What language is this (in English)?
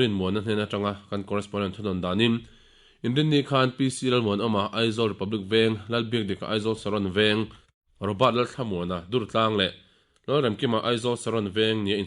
Mizo